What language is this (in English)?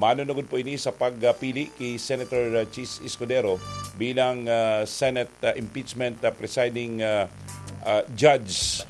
Bikol